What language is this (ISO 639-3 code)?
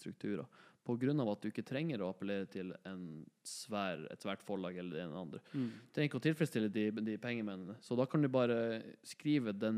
nor